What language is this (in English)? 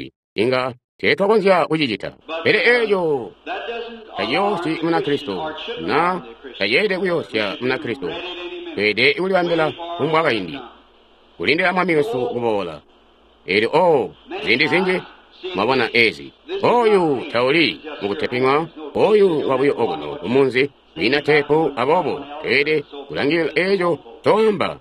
Tonga (Zambia)